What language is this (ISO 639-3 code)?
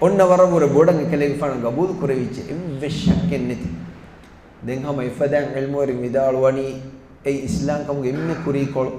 div